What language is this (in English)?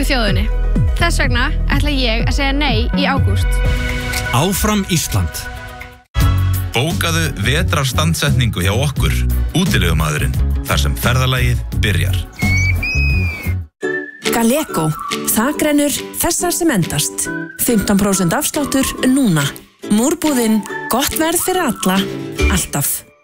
Icelandic